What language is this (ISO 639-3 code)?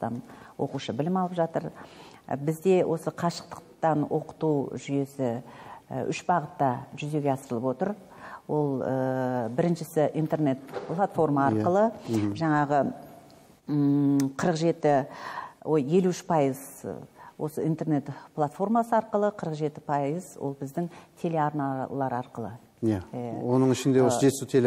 kaz